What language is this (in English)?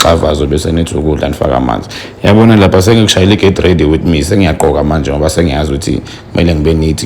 Zulu